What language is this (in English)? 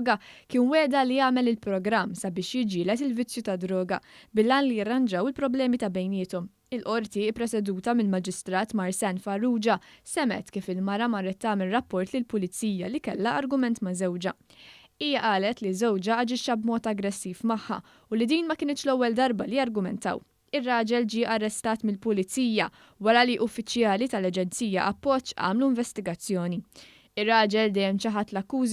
Maltese